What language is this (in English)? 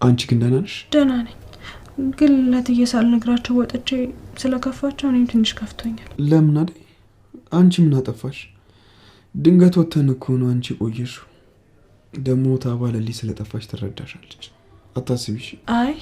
Amharic